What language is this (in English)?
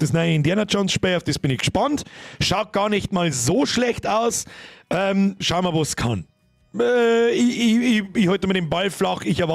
Bavarian